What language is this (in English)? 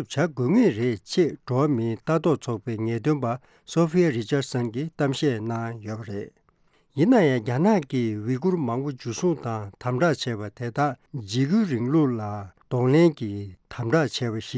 Tibetan